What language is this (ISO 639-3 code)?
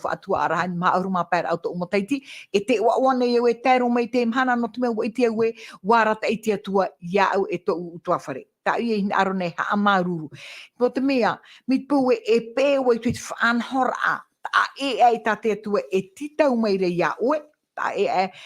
tah